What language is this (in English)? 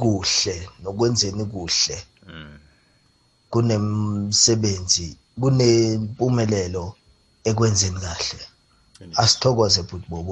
South Ndebele